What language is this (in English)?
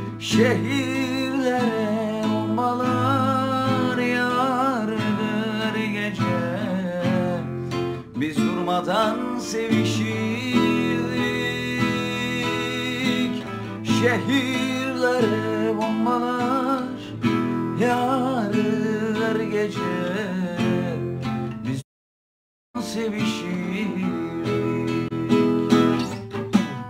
Turkish